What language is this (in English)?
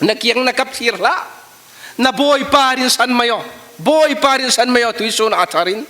Falam Chin